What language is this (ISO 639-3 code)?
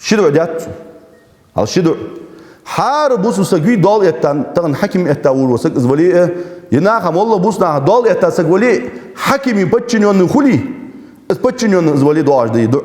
inh